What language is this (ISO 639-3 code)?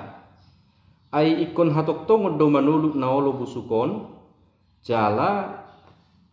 bbc